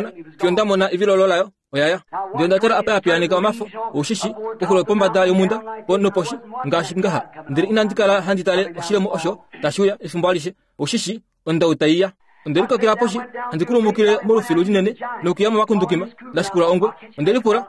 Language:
Kuanyama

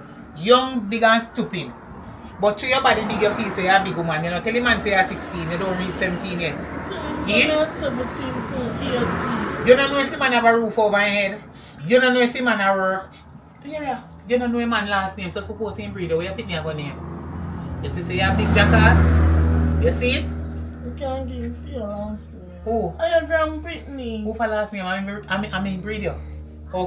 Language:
Jamaican Creole English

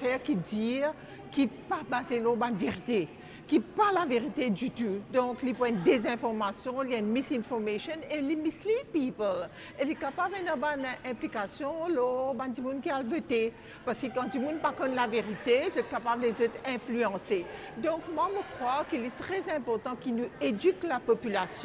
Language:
Morisyen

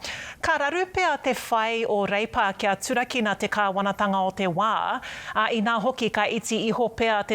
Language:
Māori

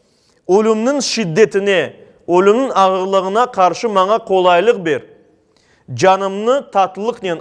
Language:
Crimean Tatar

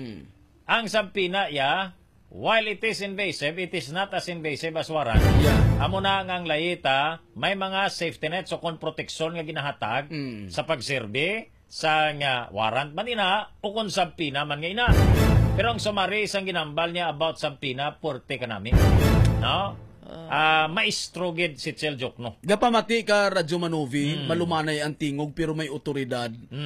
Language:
Hiligaynon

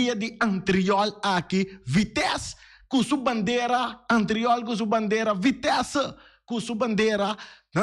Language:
Papiamento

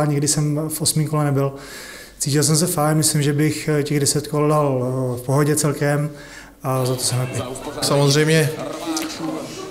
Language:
Czech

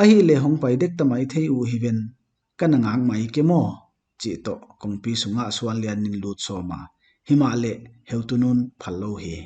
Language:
Paite Chin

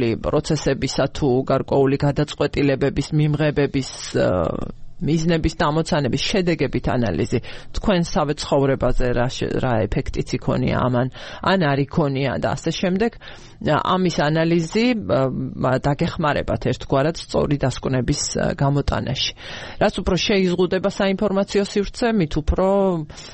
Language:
Georgian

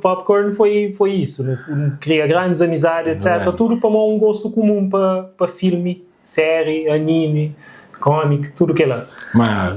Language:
Kabuverdianu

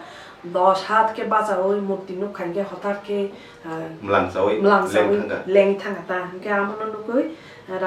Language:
Kok Borok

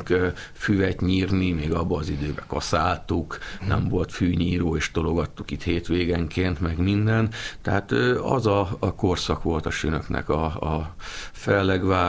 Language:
Hungarian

